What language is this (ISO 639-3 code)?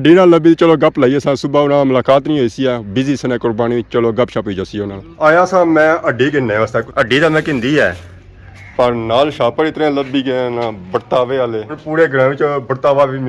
phr